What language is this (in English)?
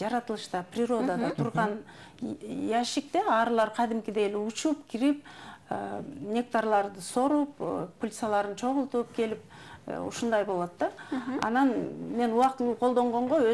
Kyrgyz